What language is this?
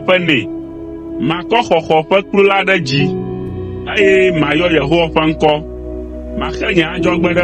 Ewe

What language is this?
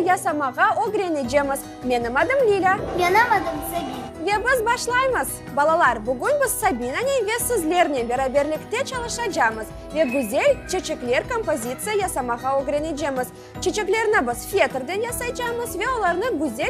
Crimean Tatar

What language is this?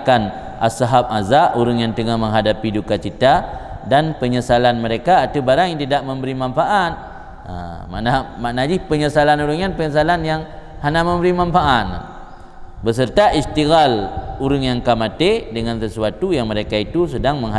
Achinese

